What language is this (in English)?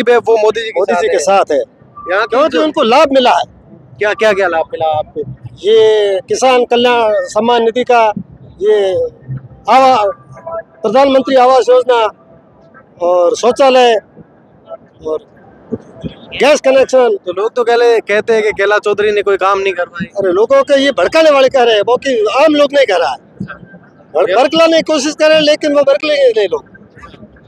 Hindi